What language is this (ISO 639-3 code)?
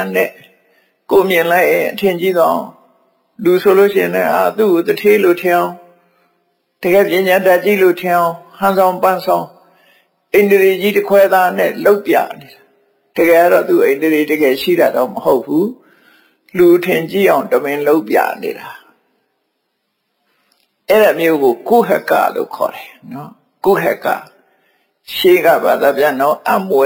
mya